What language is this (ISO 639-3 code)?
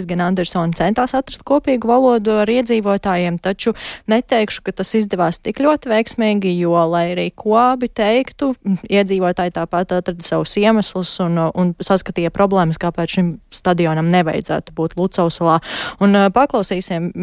lav